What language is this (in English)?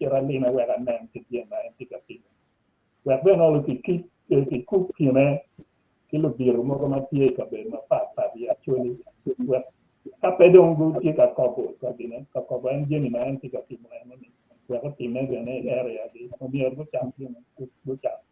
Acoli